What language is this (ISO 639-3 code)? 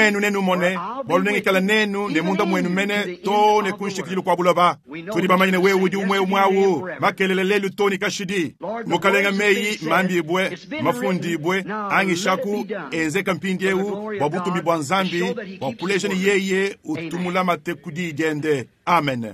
lua